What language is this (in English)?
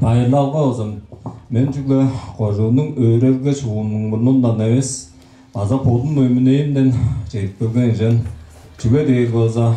Tuvinian